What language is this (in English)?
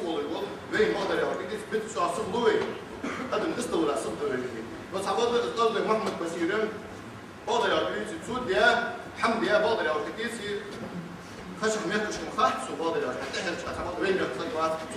Ingush